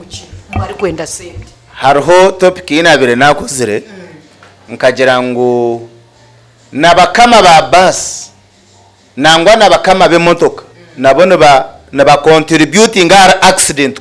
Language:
Nyankole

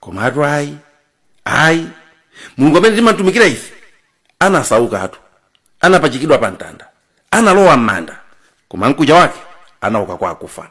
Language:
Nyanja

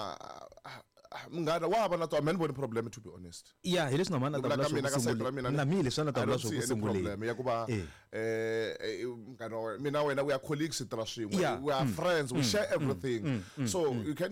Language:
Tsonga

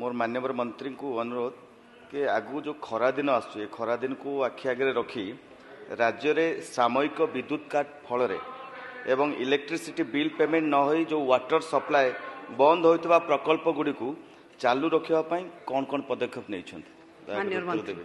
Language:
Odia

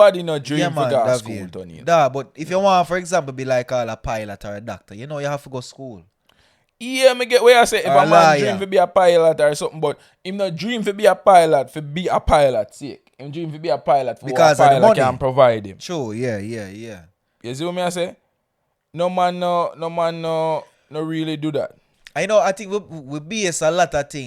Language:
Jamaican Creole English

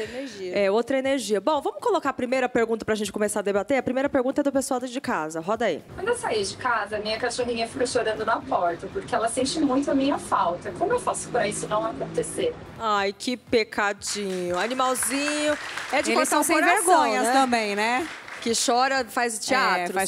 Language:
Portuguese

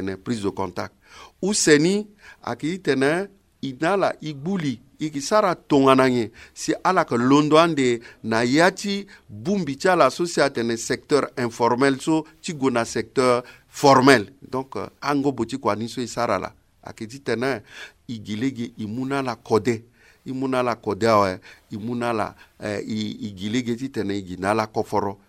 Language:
Sango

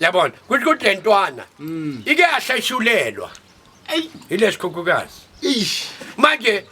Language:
Zulu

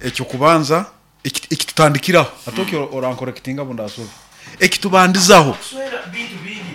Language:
Nyoro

